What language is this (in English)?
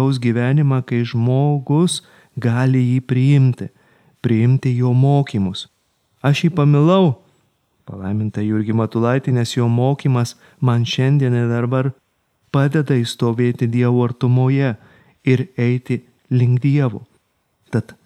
Lithuanian